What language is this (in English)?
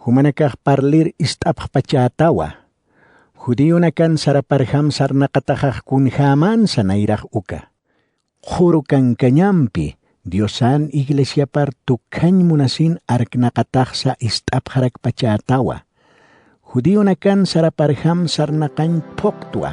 Aymara